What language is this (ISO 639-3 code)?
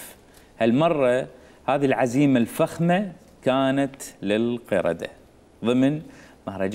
acm